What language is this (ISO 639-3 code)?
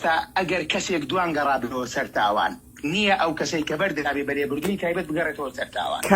ckb